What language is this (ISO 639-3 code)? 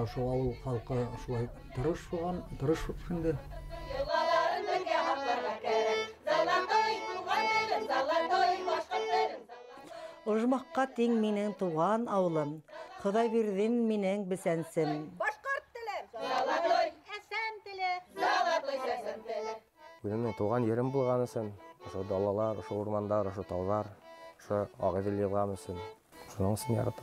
bak